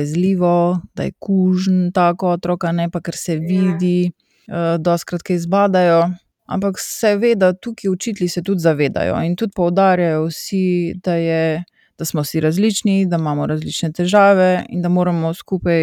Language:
Slovenian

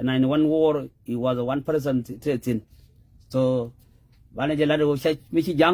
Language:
Nuer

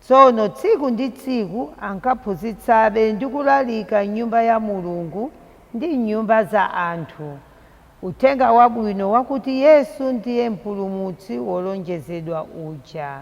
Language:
Nyanja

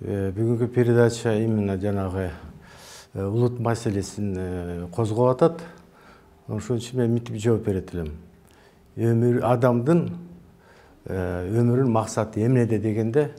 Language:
Kyrgyz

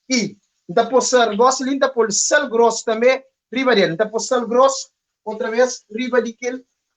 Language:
Kabuverdianu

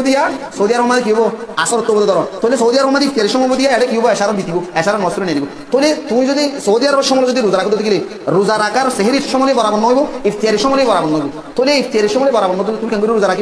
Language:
Rohingya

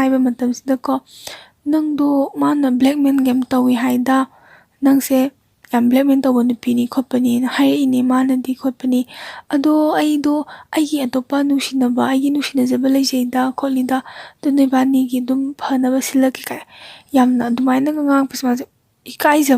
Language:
Manipuri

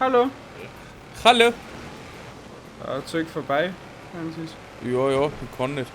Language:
Bavarian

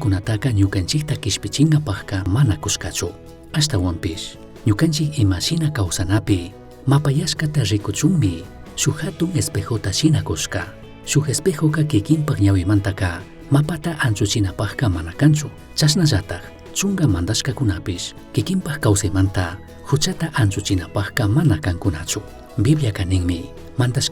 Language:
Chimborazo Highland Quichua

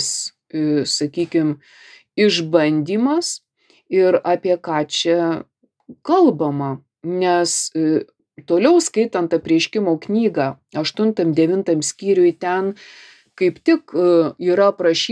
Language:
Lithuanian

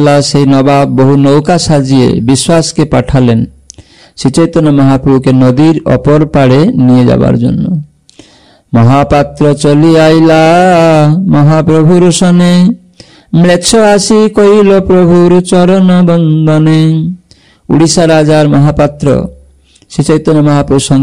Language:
Bangla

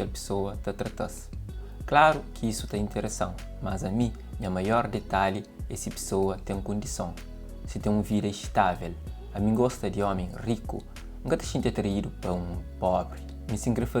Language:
Kabuverdianu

